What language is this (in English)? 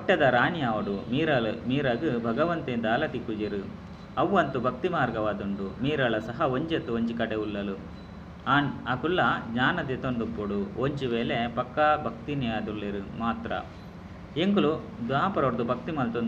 Tulu